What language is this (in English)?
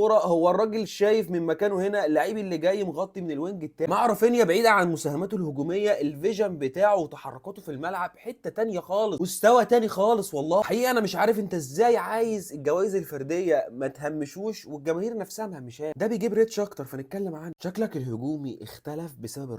Egyptian Arabic